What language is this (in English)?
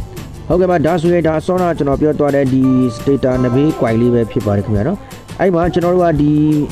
Burmese